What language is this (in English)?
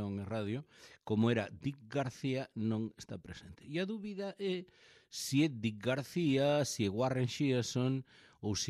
Galician